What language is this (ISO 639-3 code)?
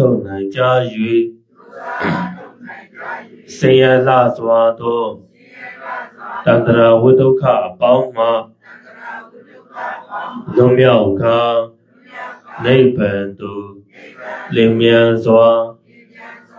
mya